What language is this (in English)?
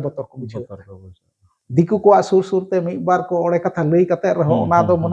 Santali